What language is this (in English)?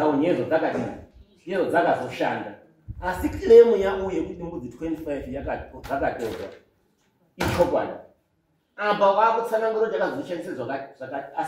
Shona